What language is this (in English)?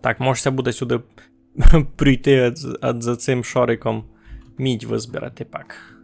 Rusyn